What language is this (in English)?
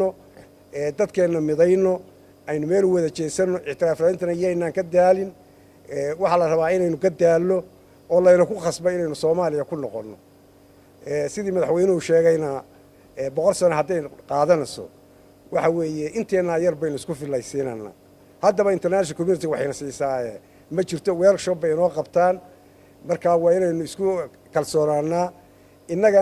Somali